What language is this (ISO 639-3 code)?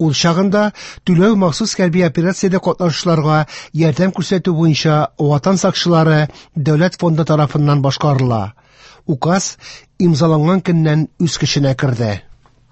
tat